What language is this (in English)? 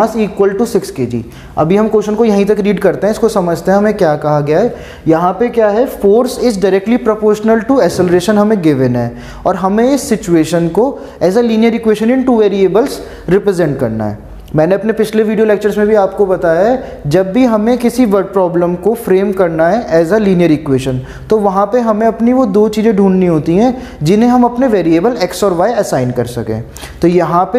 Hindi